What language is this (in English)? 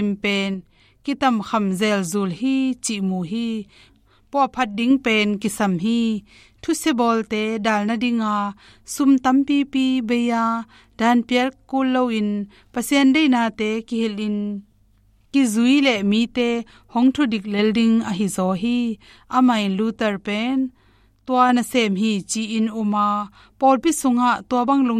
Tedim Chin